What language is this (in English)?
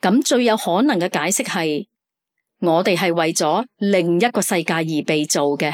Cantonese